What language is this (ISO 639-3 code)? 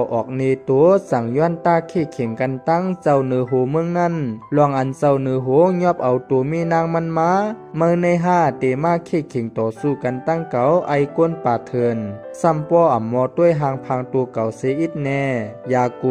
shn